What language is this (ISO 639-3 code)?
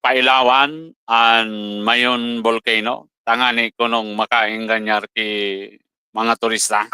bik